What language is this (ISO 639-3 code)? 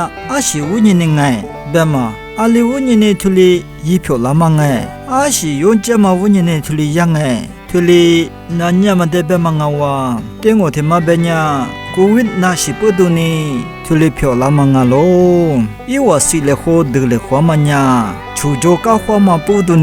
lis